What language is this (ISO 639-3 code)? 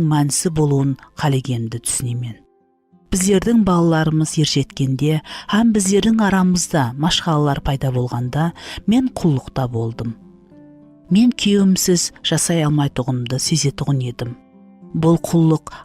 kaa